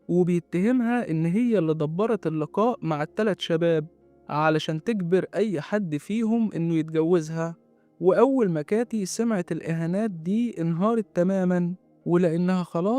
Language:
Egyptian Arabic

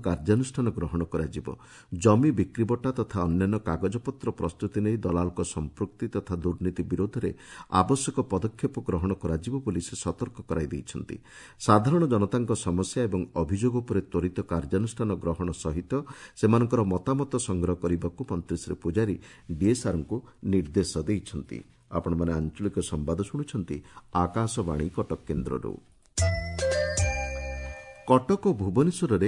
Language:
Odia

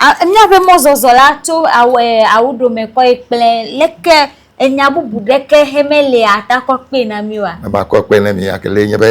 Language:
Ewe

